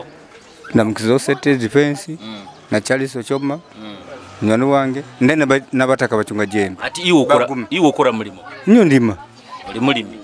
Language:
Nyoro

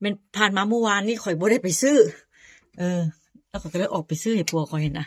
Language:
Northeastern Thai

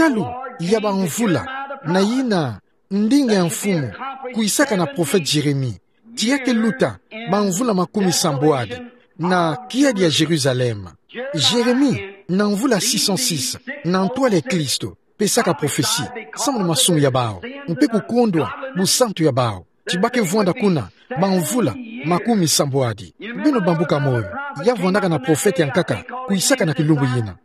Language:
Kituba (Democratic Republic of Congo)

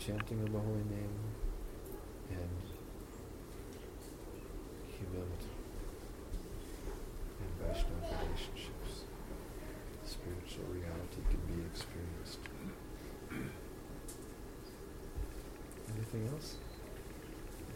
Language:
English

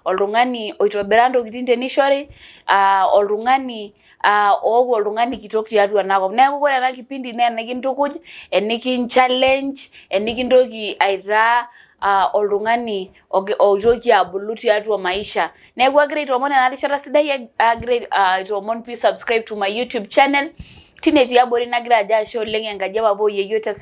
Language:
Masai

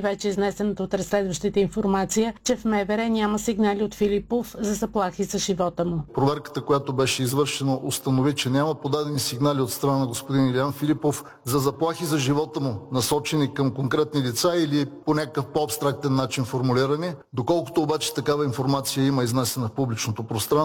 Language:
Bulgarian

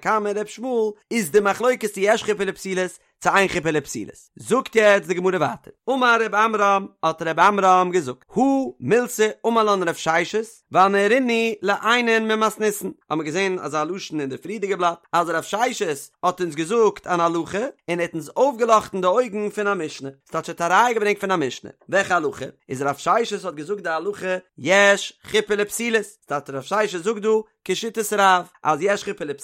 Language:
Yiddish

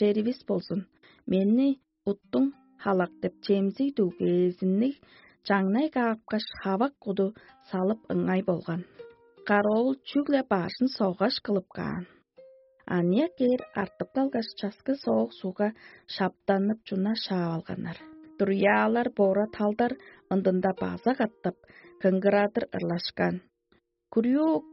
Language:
Tuvinian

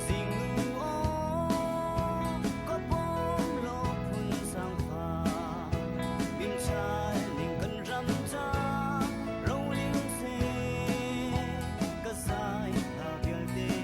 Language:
Hakha Chin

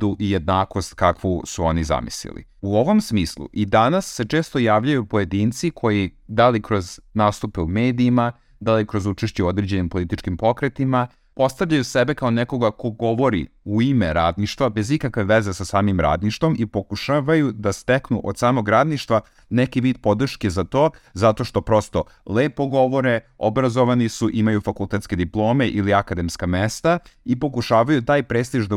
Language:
Serbian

